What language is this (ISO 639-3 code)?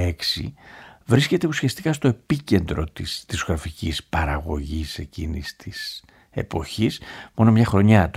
ell